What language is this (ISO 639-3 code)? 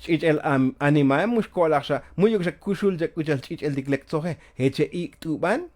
tzo